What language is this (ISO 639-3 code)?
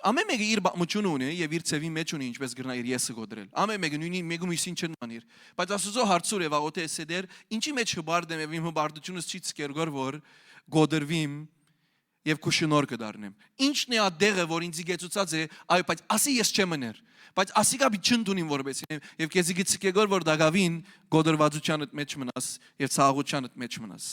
hyw